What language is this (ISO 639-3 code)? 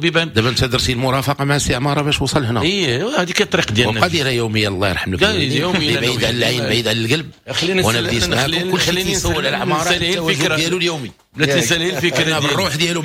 ary